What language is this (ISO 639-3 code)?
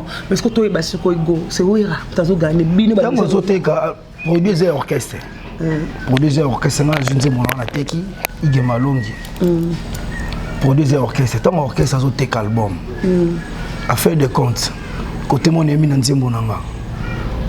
lin